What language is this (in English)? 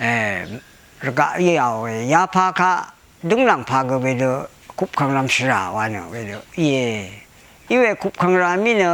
Rawang